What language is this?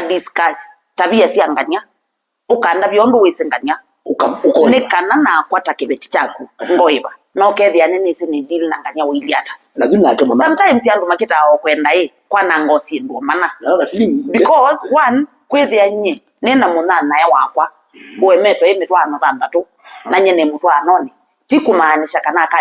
Kamba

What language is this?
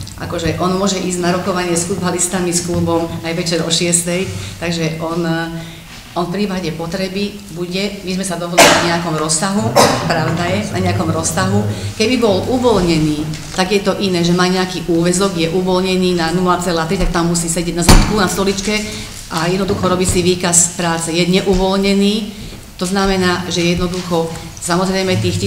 Slovak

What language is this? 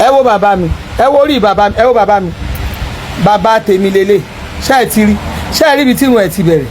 Yoruba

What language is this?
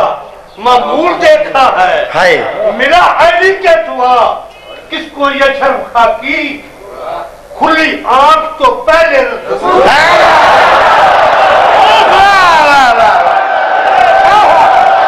Urdu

